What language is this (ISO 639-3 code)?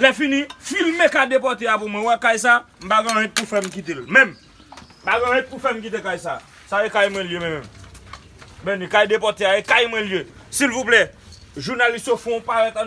hat